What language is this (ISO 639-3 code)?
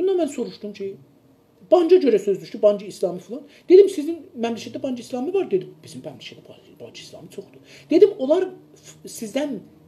azb